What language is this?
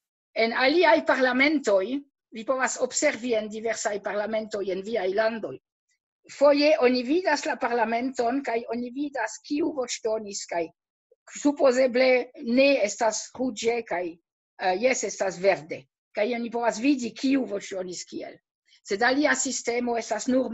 Esperanto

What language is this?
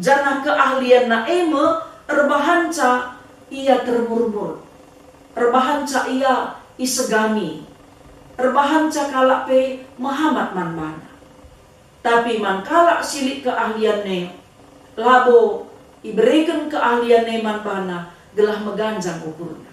Batak Karo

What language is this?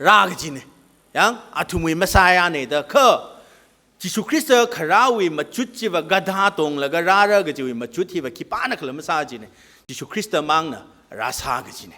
Tangkhul Naga (India)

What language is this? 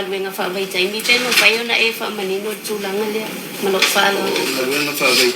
Samoan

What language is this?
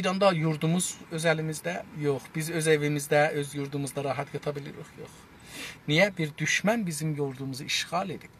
South Azerbaijani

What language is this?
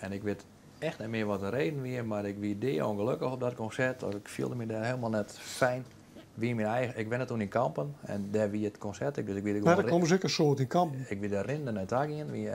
Western Frisian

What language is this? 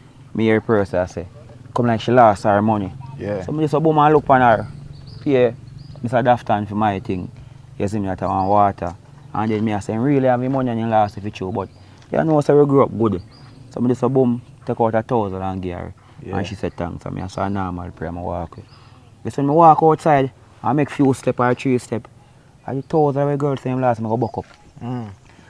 Jamaican Creole English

